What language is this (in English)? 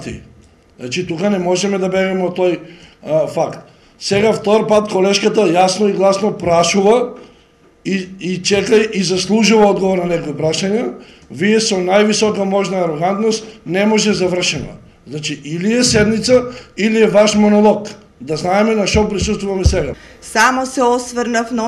Macedonian